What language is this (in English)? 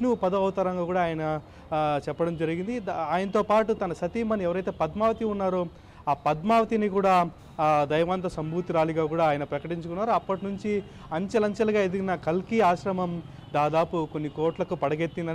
Telugu